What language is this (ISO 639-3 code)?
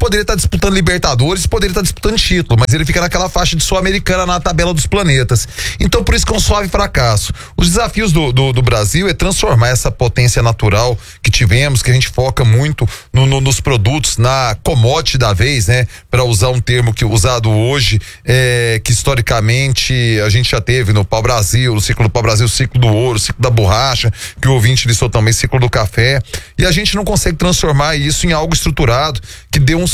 por